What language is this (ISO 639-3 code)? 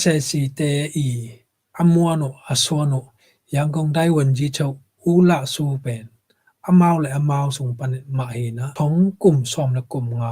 ctd